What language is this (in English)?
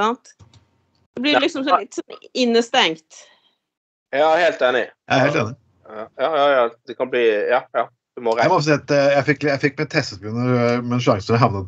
Norwegian